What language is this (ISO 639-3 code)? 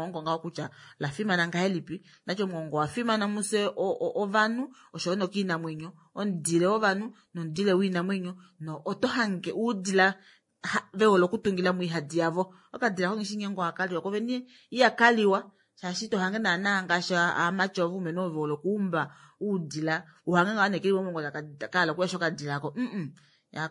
kua